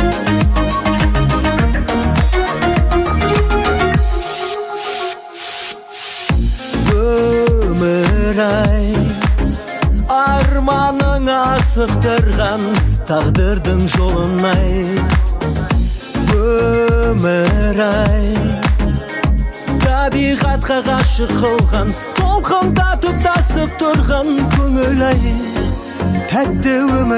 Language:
Kazakh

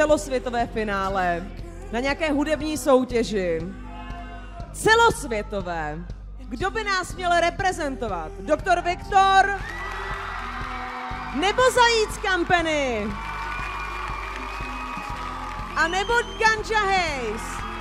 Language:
Czech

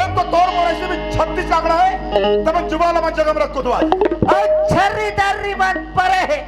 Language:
Chhattisgarhi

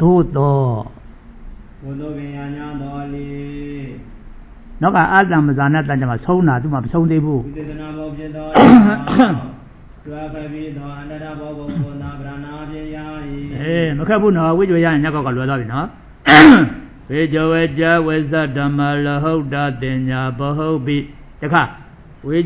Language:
Burmese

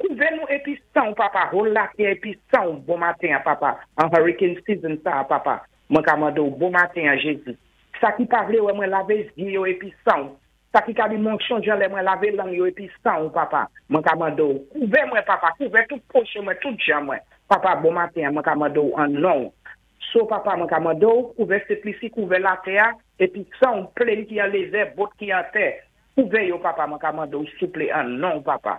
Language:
Saint Lucian Creole French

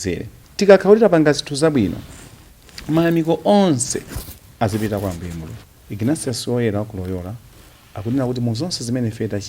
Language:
Nyanja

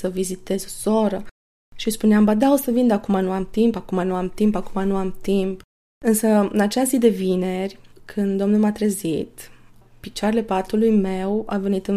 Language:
Romanian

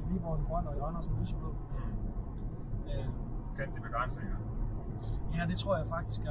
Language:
Danish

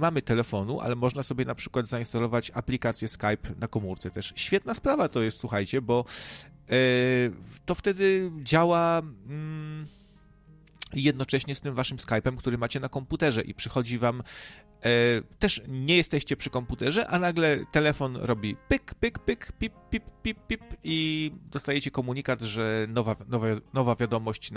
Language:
Polish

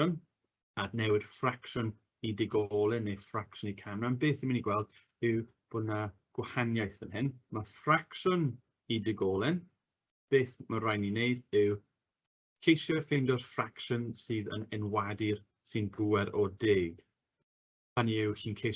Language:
Welsh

